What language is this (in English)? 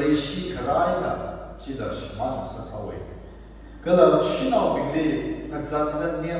Tangkhul Naga (India)